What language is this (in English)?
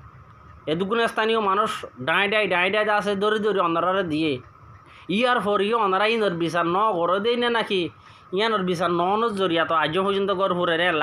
Rohingya